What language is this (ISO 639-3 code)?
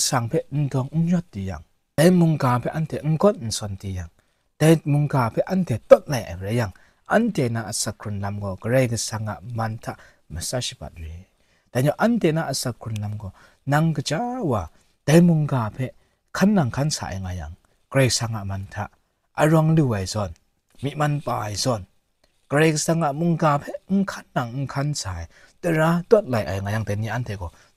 kac